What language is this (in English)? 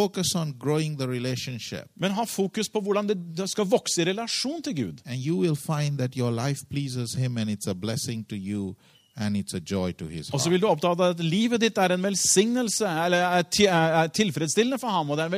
Norwegian